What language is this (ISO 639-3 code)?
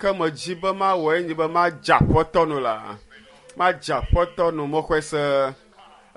ewe